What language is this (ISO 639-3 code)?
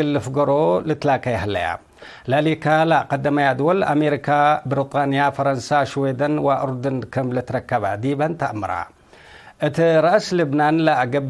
tig